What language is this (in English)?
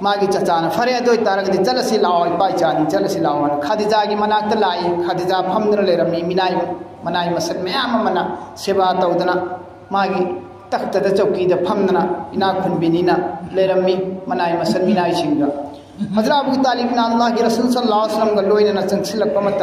Manipuri